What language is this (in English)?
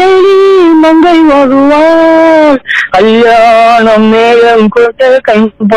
Tamil